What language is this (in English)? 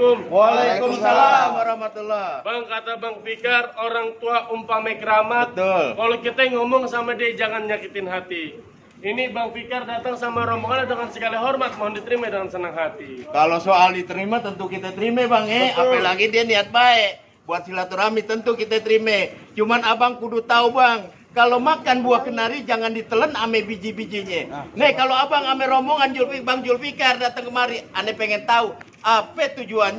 Betawi